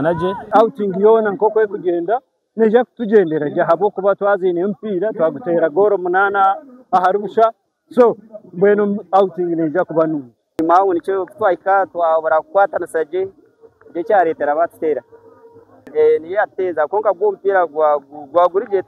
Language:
Nyankole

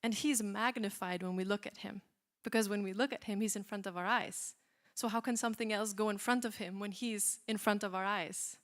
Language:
English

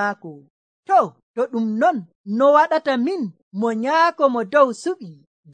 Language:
Nigerian Fulfulde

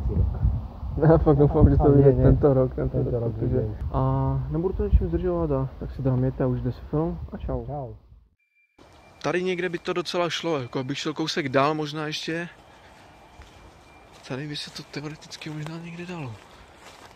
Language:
Czech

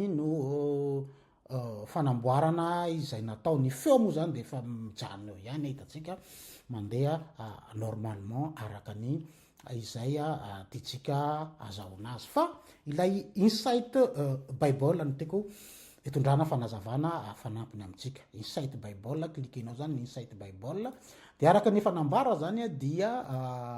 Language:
Malagasy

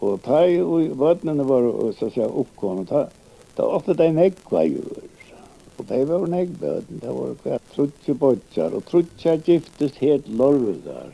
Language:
Faroese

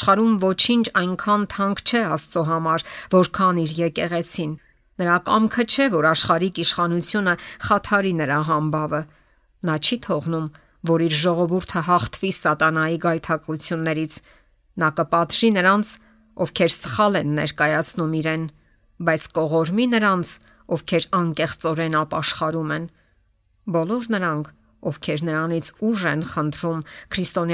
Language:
Armenian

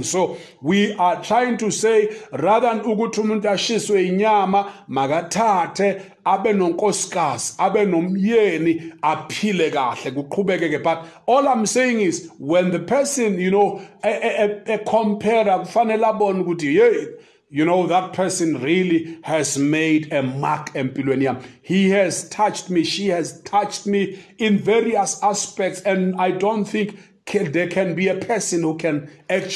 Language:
Zulu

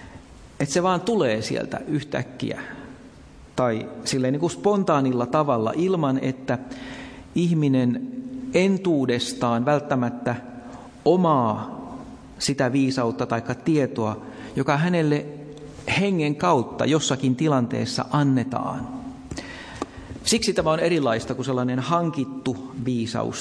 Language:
Finnish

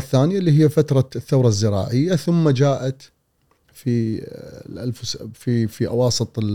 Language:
Gulf Arabic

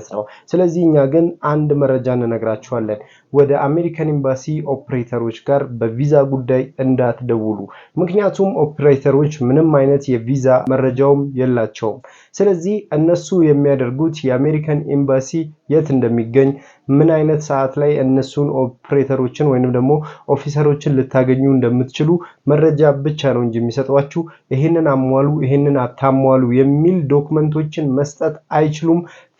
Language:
Amharic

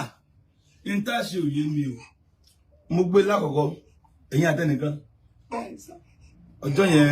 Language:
Yoruba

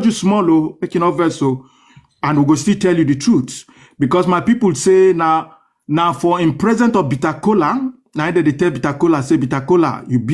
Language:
Nigerian Pidgin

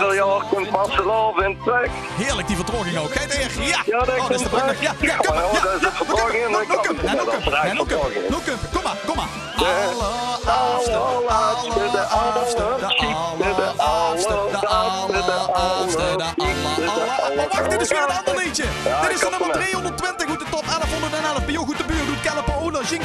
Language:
Limburgish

